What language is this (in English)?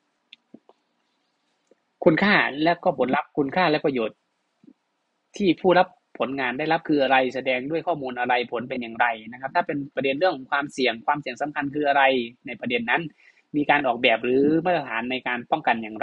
Thai